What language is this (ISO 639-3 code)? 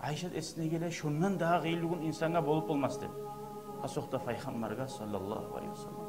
kum